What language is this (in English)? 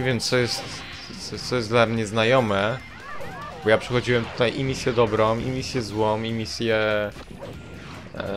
Polish